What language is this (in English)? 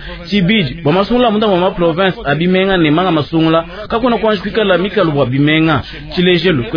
Luba-Lulua